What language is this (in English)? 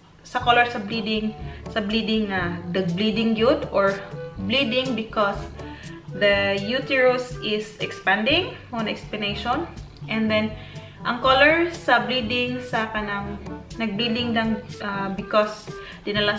Cebuano